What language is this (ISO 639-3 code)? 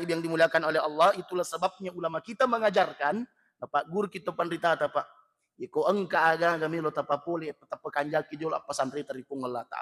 bug